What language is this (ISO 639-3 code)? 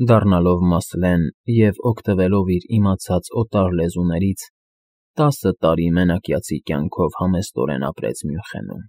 hye